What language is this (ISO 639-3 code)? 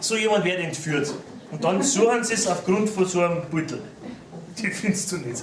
bar